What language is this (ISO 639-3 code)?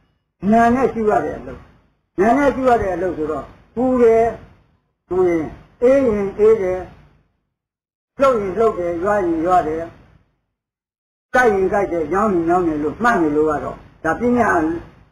mya